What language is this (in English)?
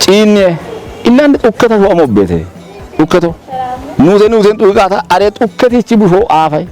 Kafa